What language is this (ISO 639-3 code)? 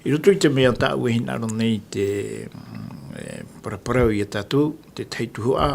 tah